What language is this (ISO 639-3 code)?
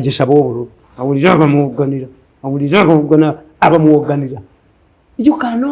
lug